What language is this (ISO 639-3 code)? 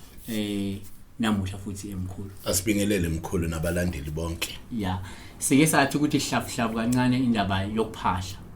zul